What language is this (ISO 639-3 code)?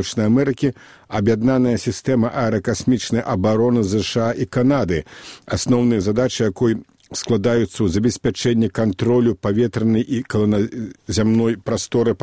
bel